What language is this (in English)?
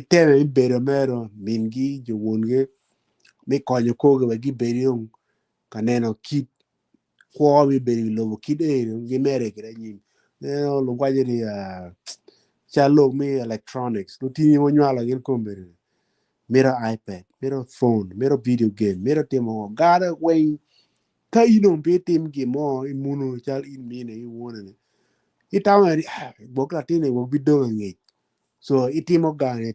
Acoli